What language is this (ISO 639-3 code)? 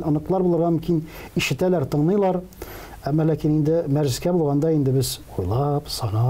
tat